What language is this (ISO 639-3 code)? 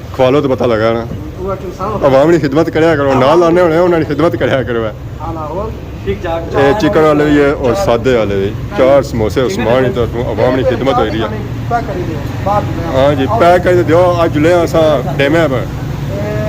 phr